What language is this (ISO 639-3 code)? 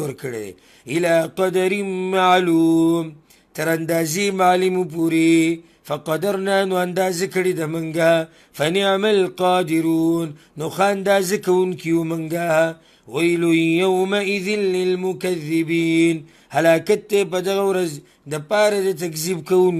pus